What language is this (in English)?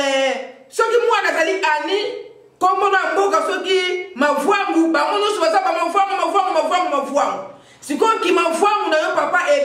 Lingala